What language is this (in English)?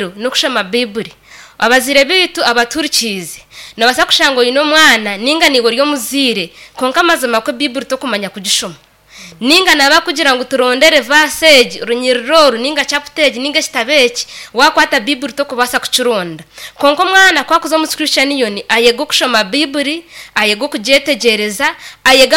Nyankole